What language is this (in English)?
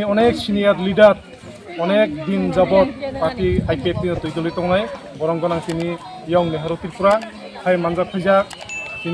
Kok Borok